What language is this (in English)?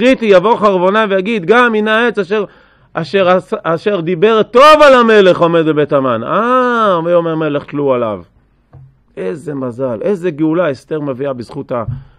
Hebrew